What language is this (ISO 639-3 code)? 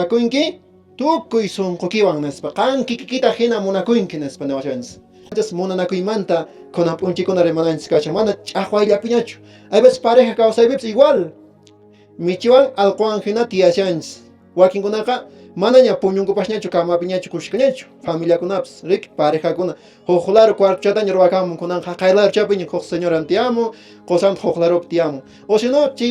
que